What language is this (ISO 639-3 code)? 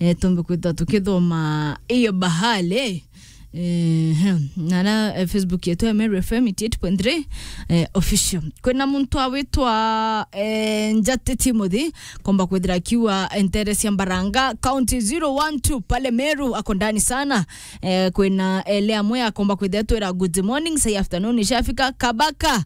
mer